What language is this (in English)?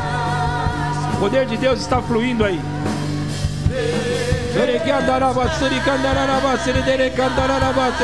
Portuguese